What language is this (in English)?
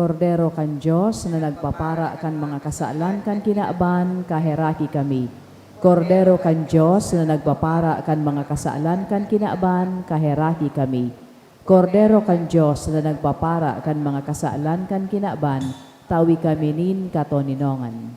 Bikol